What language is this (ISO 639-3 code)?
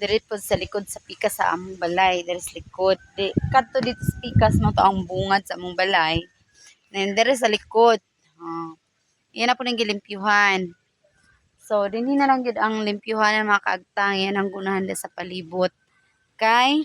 ceb